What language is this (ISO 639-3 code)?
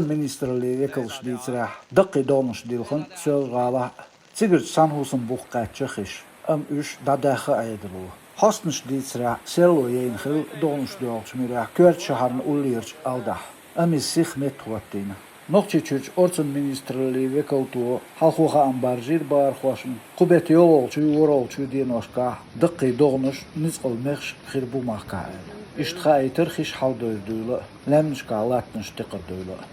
che